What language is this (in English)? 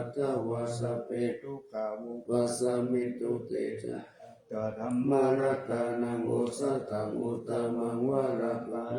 Pali